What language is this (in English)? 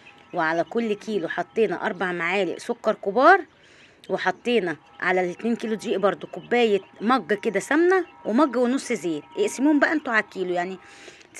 Egyptian Arabic